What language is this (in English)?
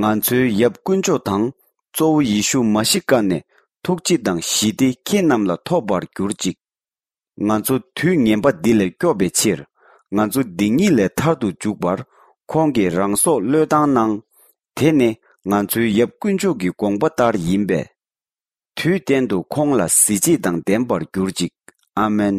Tibetan